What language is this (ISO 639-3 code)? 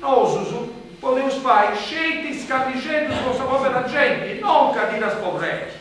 srd